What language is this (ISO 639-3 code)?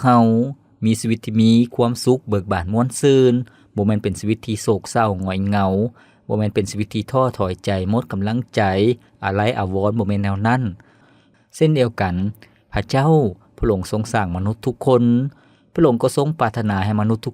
lao